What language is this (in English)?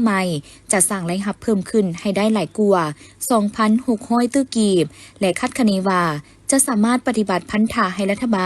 Lao